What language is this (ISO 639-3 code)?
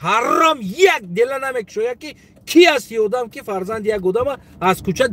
tgk